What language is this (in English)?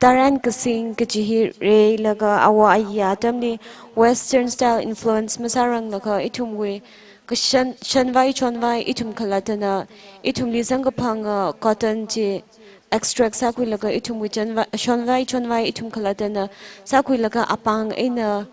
Tangkhul Naga (India)